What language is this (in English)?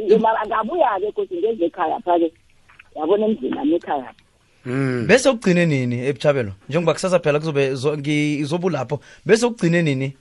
South Ndebele